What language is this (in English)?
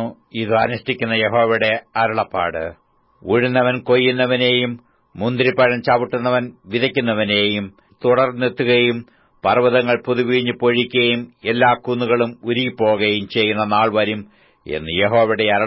Malayalam